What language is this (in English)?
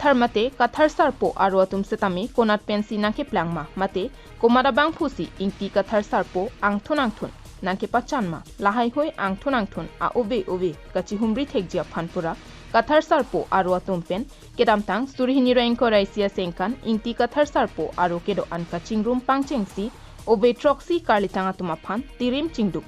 Karbi